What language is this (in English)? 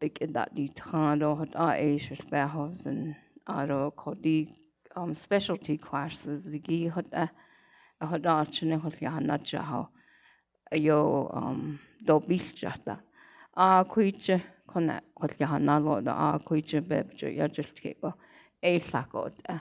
Navajo